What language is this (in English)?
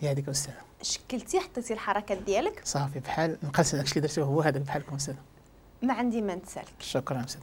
Moroccan Arabic